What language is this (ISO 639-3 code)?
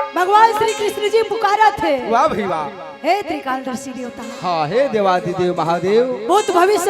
hne